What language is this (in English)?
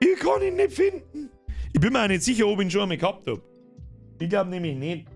Bavarian